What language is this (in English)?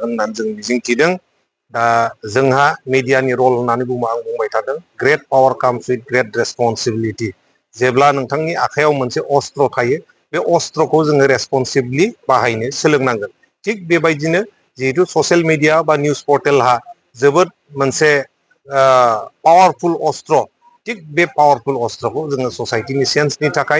Bodo